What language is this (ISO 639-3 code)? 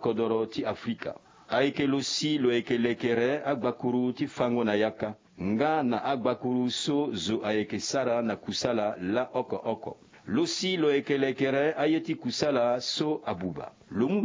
sag